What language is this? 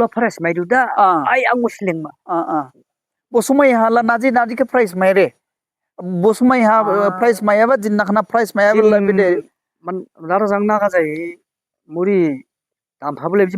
Dimasa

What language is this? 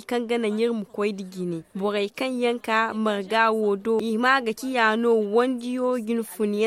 Zarma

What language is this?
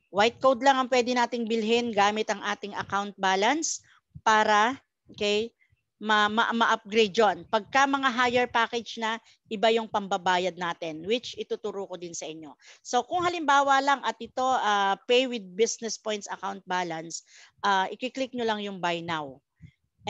Filipino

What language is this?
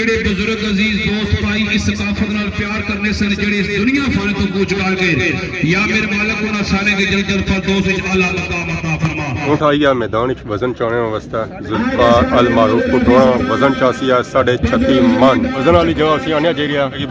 Pahari-Potwari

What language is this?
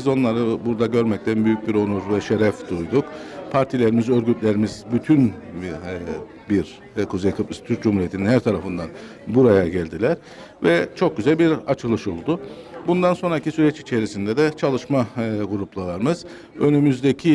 Turkish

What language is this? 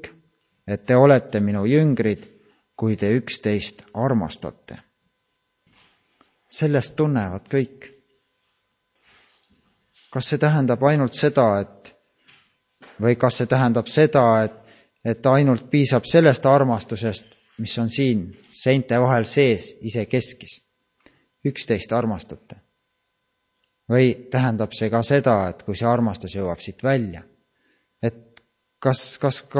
Estonian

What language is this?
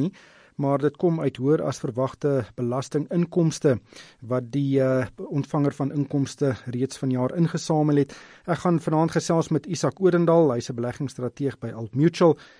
Afrikaans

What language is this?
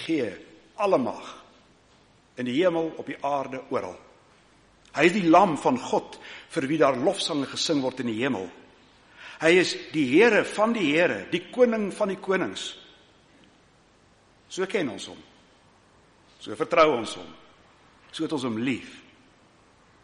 Afrikaans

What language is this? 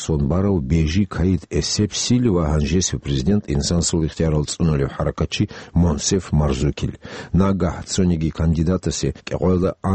Avaric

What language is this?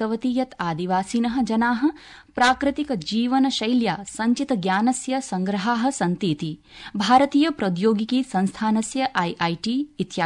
Sanskrit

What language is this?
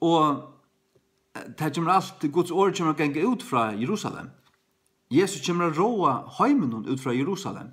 Faroese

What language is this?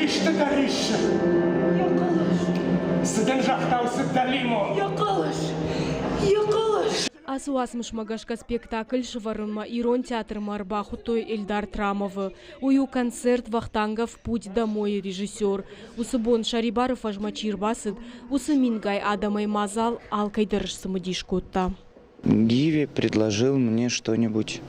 Ossetic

